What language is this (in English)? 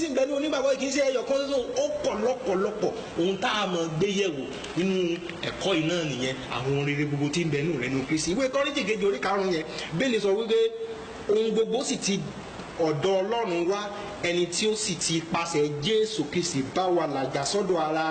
Yoruba